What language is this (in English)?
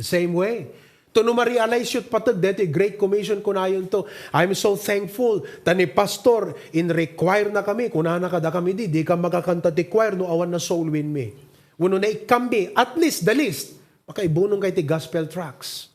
Iloko